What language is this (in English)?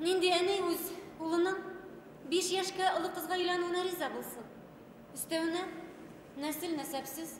Bashkir